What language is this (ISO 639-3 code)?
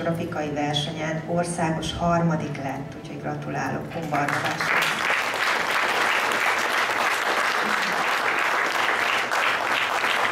hun